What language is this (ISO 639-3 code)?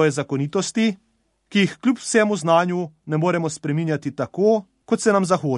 slv